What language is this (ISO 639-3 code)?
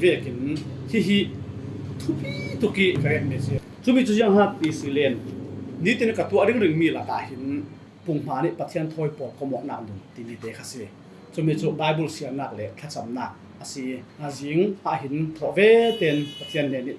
cfm